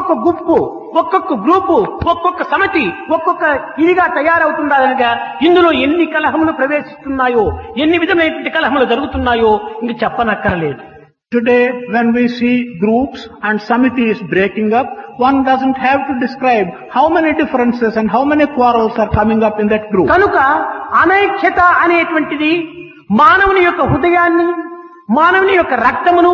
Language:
Telugu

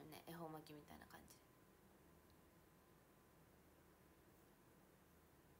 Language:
Japanese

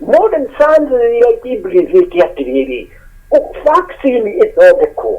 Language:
Kikuyu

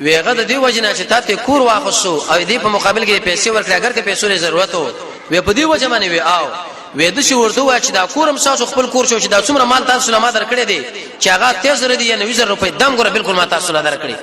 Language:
Pashto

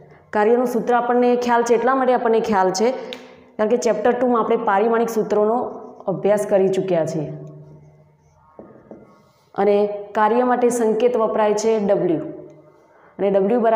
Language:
Gujarati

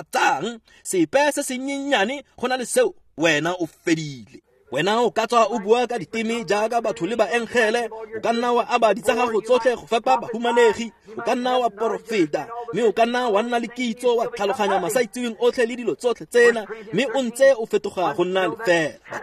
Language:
Tswana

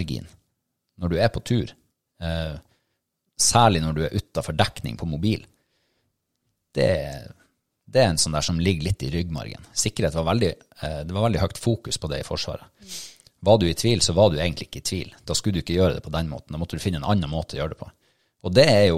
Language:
Norwegian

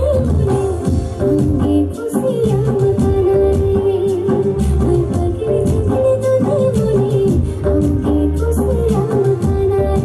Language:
Santali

